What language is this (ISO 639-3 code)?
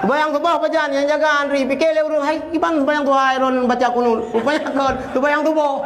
ace